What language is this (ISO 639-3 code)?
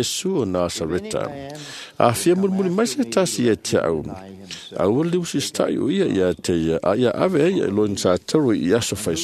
smo